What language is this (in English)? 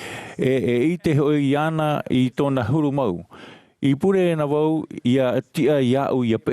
Tahitian